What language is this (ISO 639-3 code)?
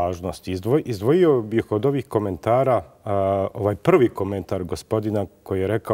bos